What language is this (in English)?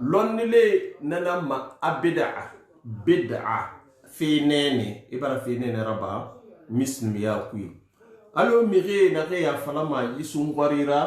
Susu